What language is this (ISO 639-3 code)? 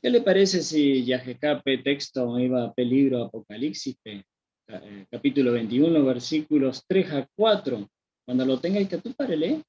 grn